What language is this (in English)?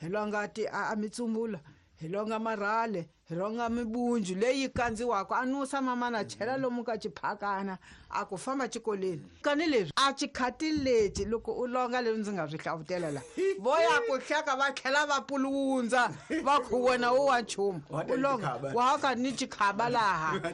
Tsonga